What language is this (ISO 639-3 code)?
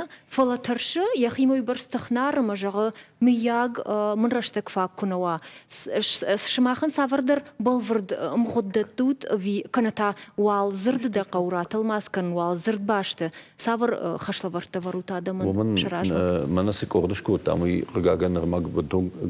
oss